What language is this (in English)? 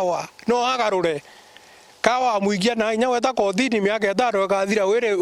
Meru